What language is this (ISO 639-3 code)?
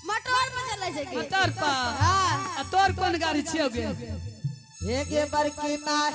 anp